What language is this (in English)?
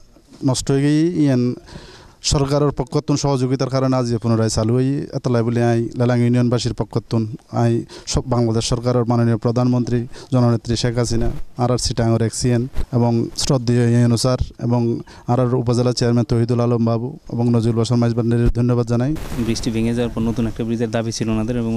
Bangla